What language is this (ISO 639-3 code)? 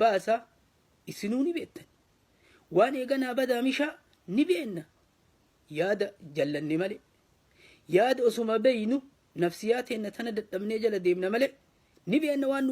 orm